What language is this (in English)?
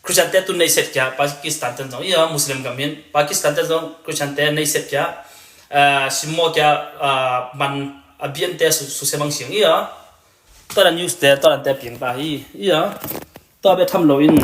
Tedim Chin